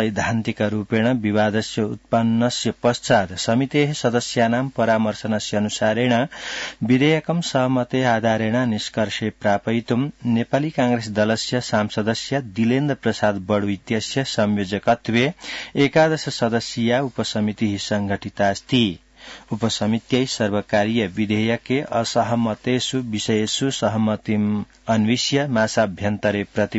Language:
Sanskrit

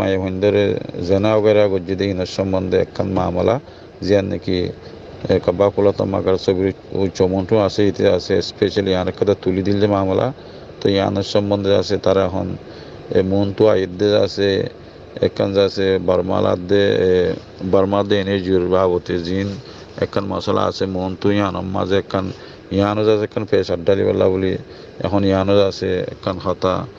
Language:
Rohingya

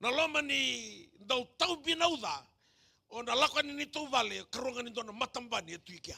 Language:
Fijian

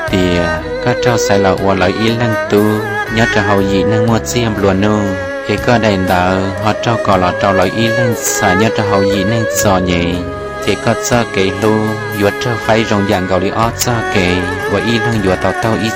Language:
Hmong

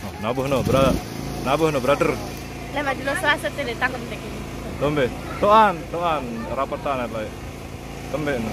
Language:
Sasak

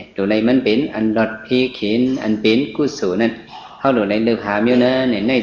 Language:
Shan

